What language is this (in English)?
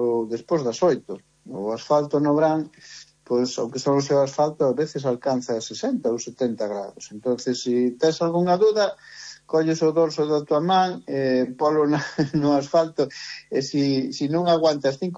Galician